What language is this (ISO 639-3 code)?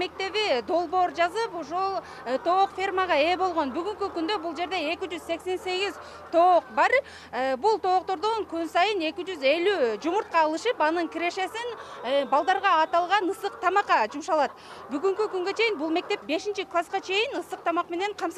kir